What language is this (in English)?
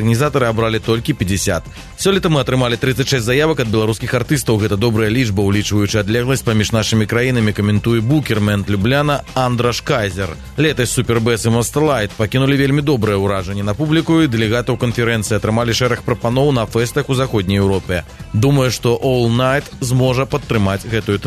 Belarusian